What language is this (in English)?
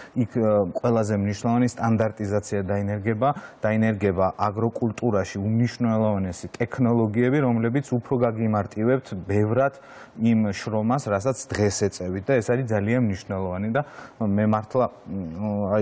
Georgian